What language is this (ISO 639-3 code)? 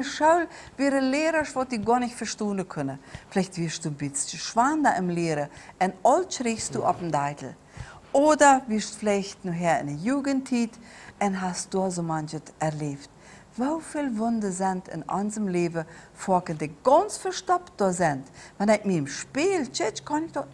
pdt